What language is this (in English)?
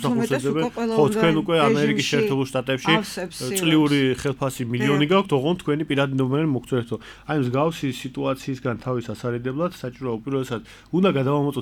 Georgian